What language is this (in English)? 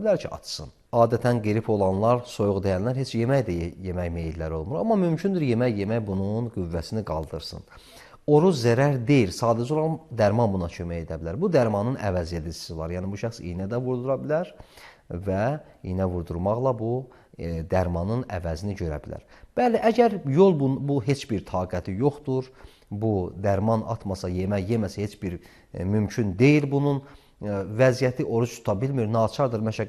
Azerbaijani